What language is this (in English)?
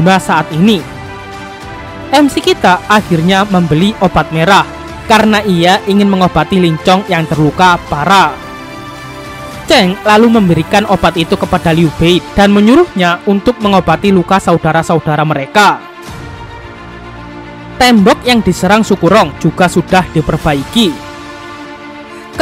Indonesian